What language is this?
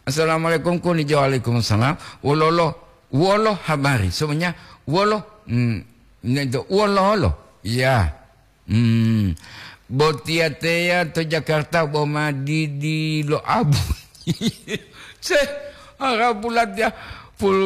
Gorontalo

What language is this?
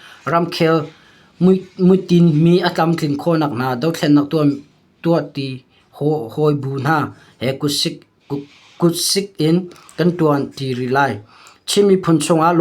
Hakha Chin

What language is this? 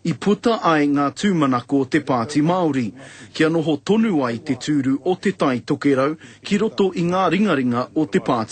Māori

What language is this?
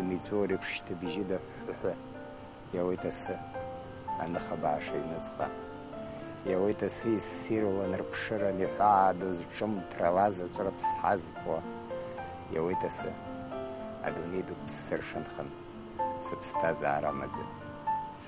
Abkhazian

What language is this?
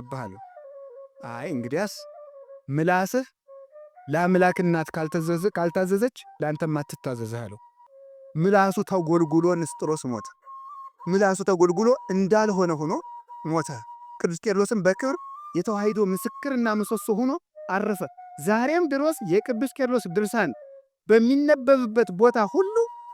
Amharic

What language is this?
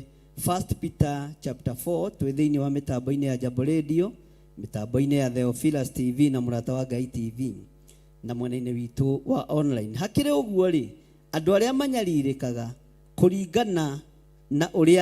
Kikuyu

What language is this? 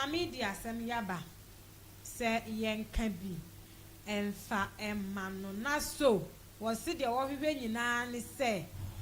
Akan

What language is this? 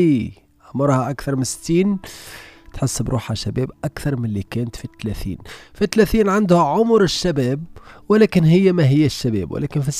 Tunisian Arabic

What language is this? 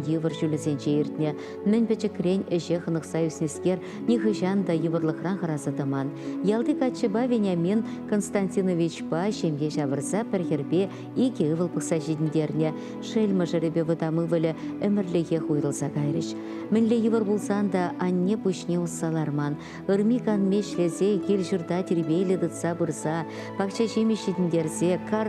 Chuvash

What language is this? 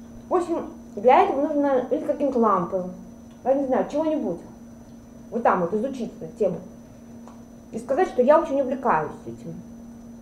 Russian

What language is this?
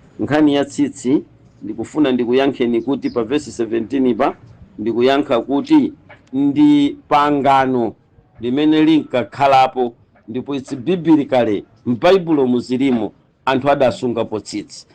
Nyanja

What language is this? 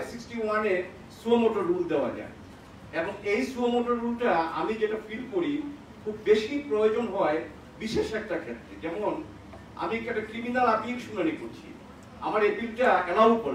Bangla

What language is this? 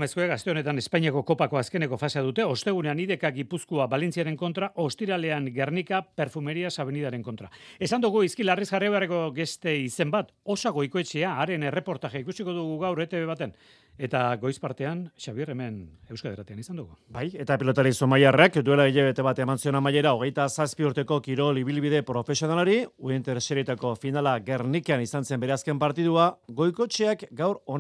Basque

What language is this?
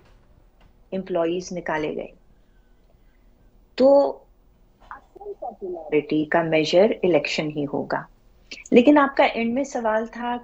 Hindi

